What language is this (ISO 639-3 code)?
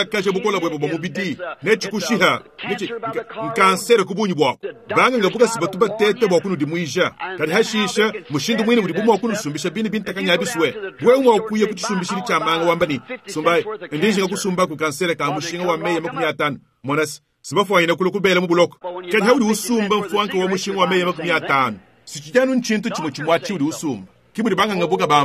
lua